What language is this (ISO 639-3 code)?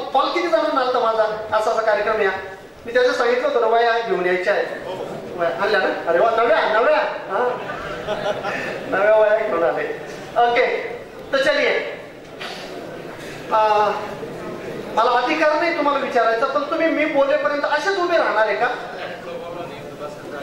mar